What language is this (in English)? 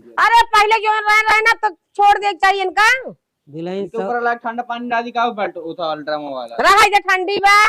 Awadhi